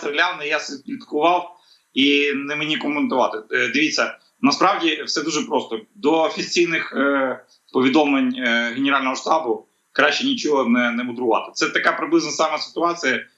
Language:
Ukrainian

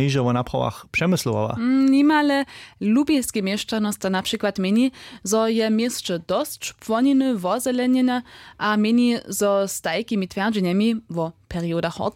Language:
Upper Sorbian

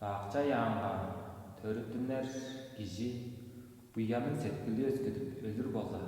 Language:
Tuvinian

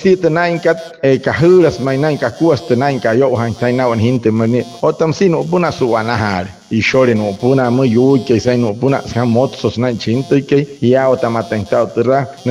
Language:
Wayuu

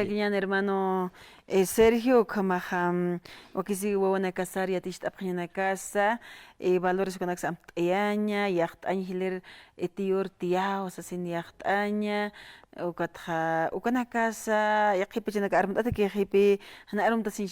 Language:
Aymara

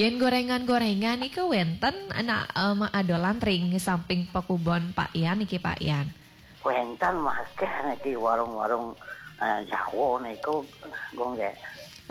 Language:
Balinese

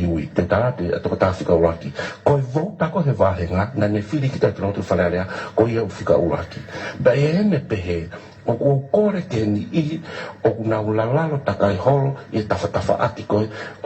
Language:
Tongan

